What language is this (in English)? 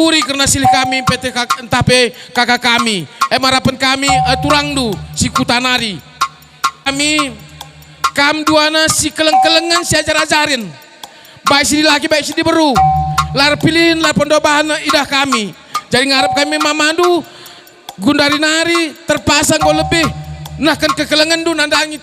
Batak Karo